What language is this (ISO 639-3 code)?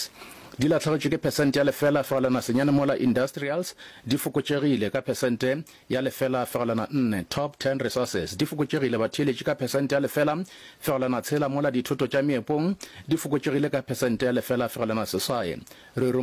nso